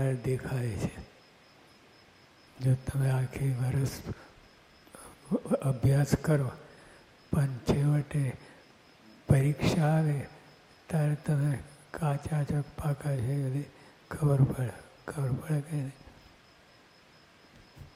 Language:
Gujarati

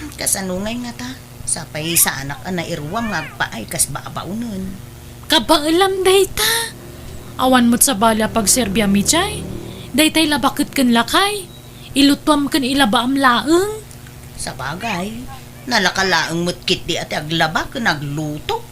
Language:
Iloko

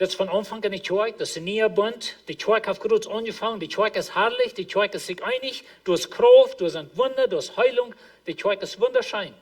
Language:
Plautdietsch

